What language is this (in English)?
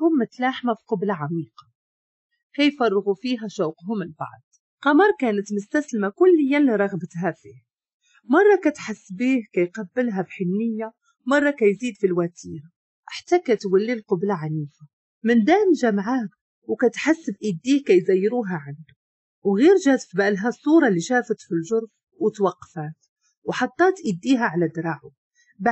Moroccan Arabic